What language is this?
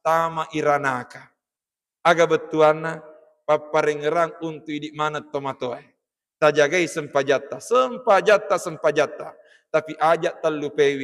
Buginese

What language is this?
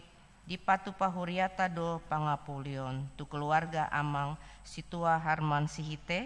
Batak Toba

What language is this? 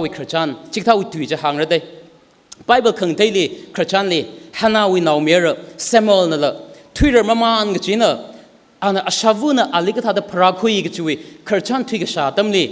Tangkhul Naga (India)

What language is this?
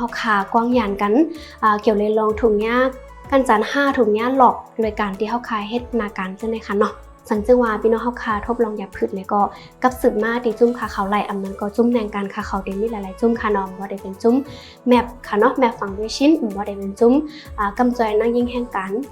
Shan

